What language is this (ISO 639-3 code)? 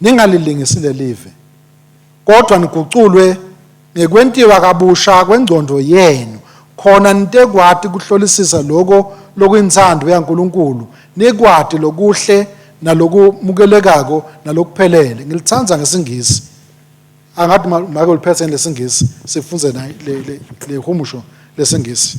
ssw